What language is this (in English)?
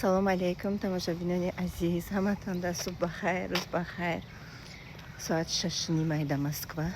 Tajik